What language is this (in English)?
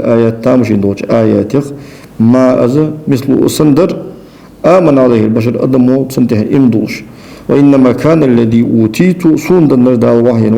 Ingush